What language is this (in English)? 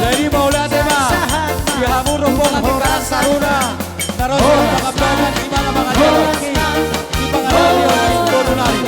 Batak Toba